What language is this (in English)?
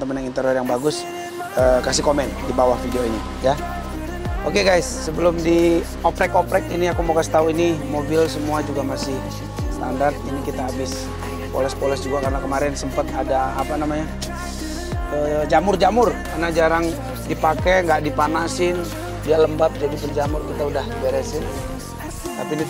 Indonesian